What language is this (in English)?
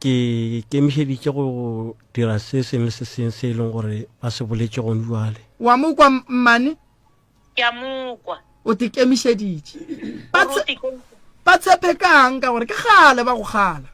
Northern Sotho